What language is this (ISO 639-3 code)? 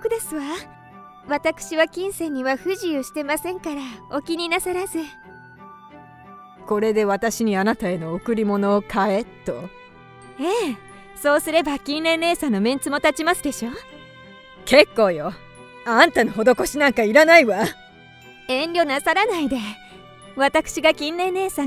jpn